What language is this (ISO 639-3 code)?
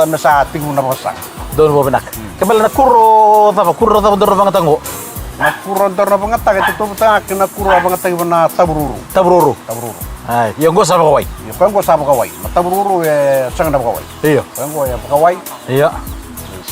fij